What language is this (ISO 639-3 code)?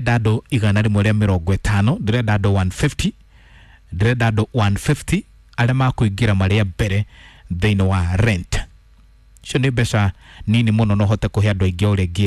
kik